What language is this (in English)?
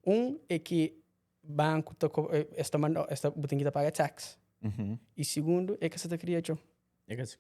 Kabuverdianu